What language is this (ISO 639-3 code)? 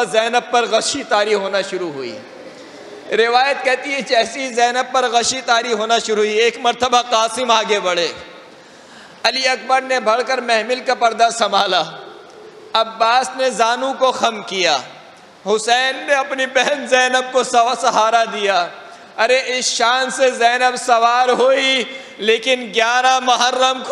urd